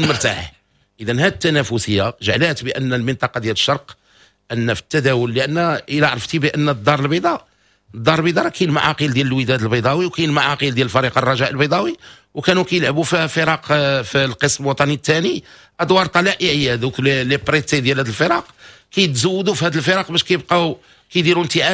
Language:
Moroccan Arabic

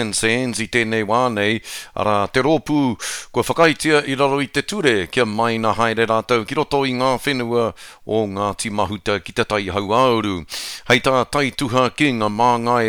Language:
Māori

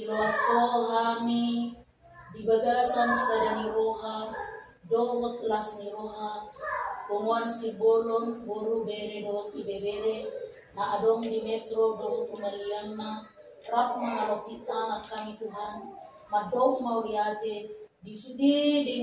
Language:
Batak Toba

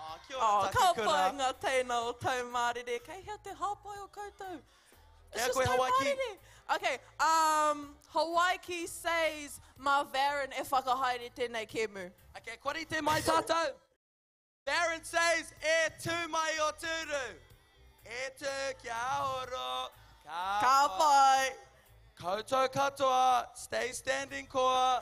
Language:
Māori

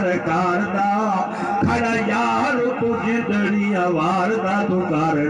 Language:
Saraiki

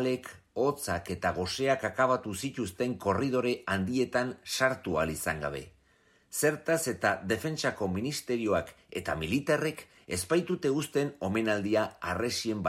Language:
Basque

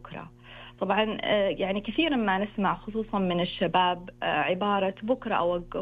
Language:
Najdi Arabic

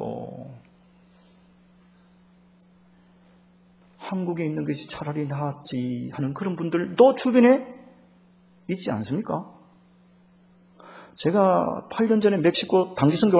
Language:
Korean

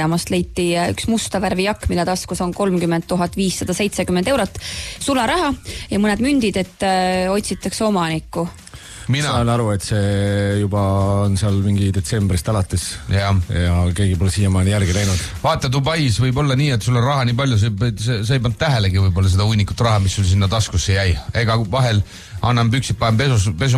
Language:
Estonian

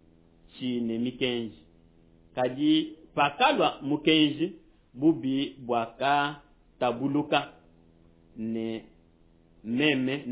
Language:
Luba-Lulua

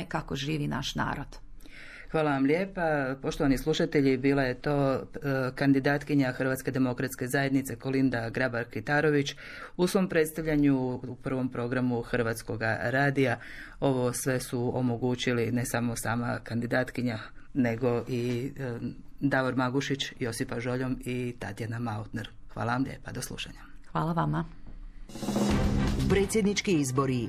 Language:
Croatian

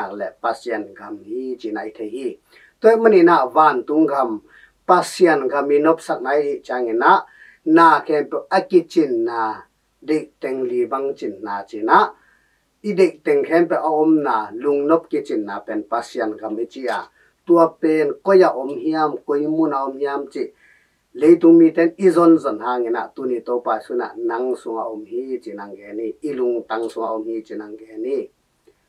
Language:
Tedim Chin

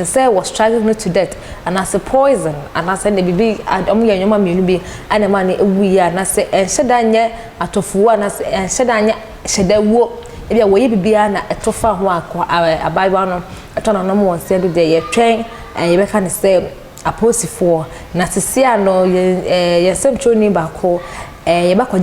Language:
Akan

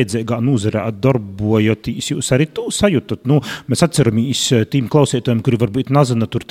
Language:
Latvian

